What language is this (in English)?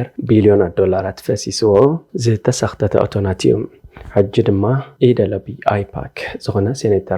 Tigrinya